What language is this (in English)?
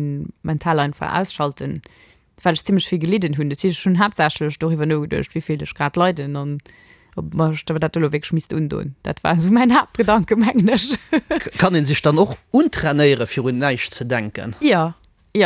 Luxembourgish